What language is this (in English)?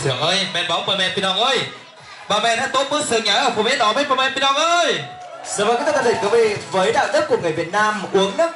Vietnamese